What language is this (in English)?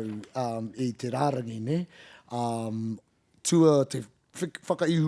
Māori